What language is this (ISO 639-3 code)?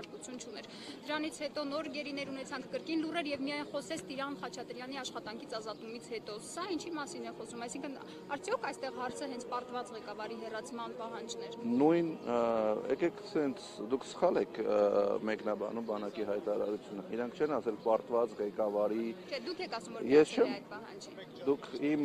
hye